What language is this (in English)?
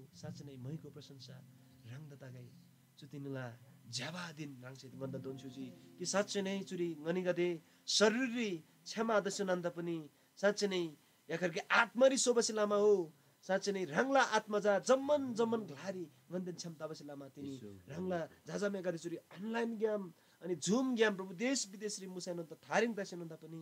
Eastern Tamang